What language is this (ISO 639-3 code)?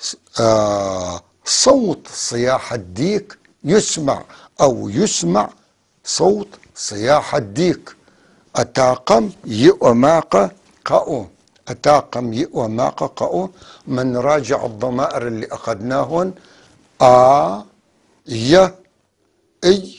apc